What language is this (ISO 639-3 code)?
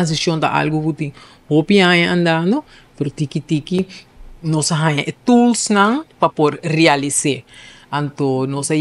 pap